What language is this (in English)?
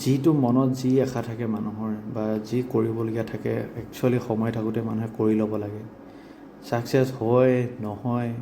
Assamese